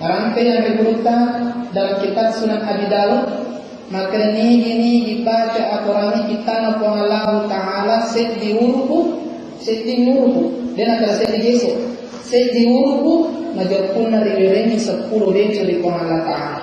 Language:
Buginese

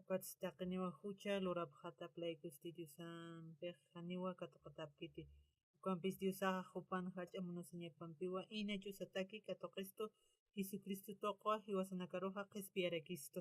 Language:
Aymara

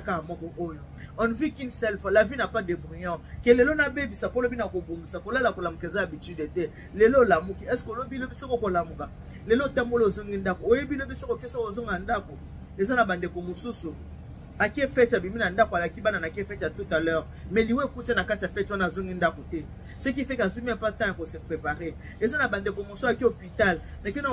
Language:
Lingala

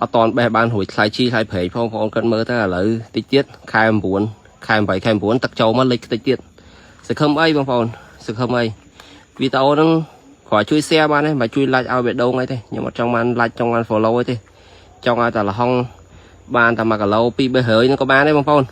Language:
Khmer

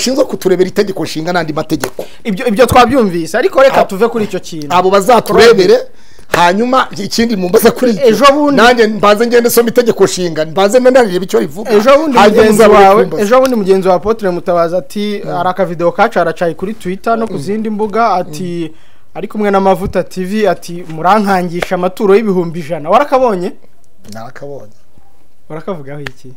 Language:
Kinyarwanda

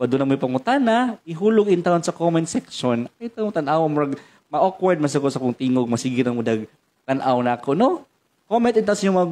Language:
Cebuano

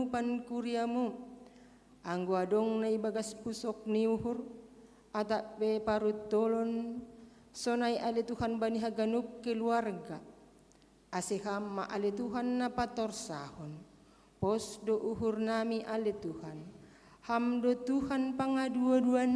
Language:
Batak Simalungun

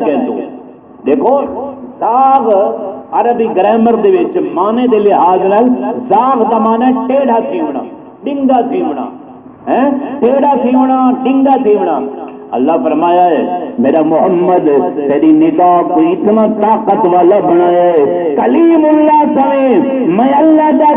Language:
Saraiki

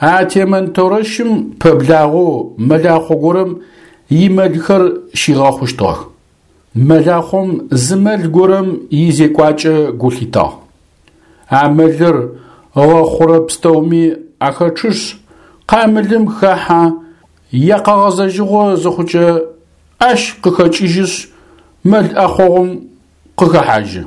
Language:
Adyghe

